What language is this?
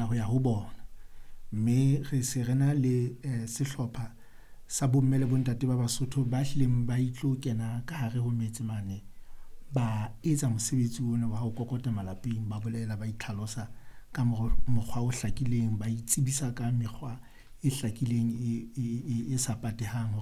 Southern Sotho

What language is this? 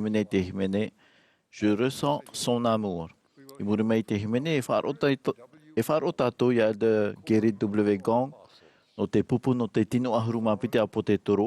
Tahitian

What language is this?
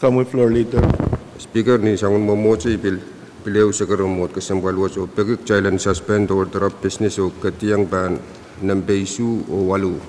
Pohnpeian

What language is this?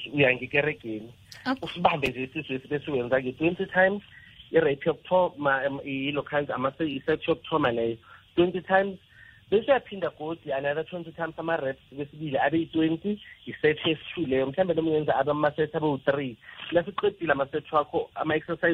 South Ndebele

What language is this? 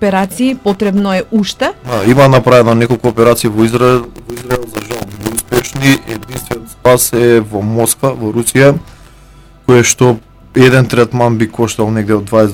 Macedonian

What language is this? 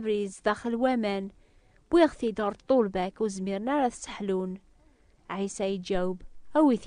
Kabyle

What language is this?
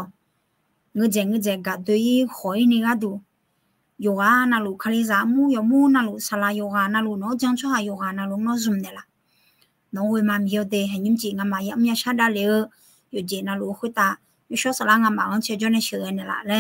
Akha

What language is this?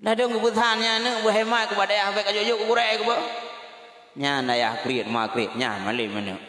Achinese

